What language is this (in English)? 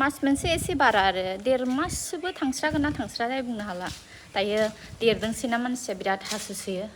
Bodo